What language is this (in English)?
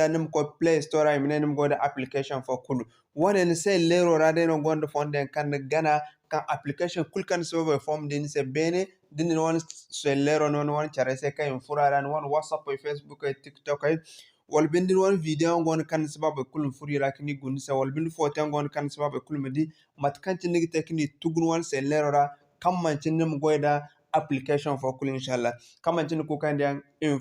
Zarma